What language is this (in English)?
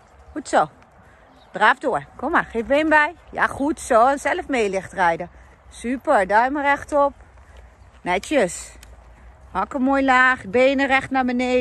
Dutch